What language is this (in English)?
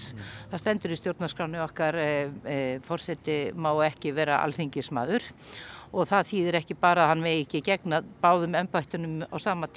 Icelandic